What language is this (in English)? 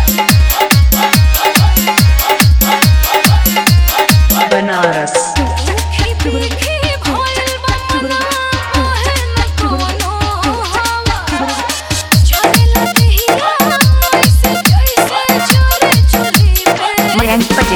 Bhojpuri